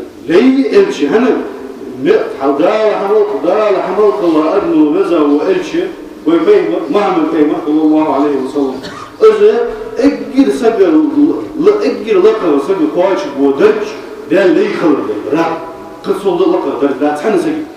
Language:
Ingush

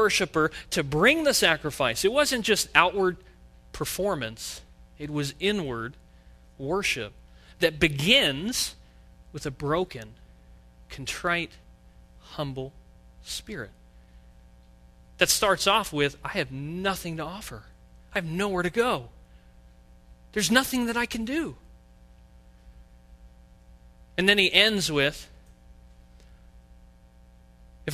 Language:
English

